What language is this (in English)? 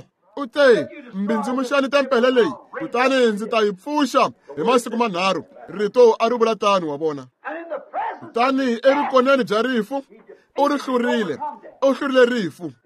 Tsonga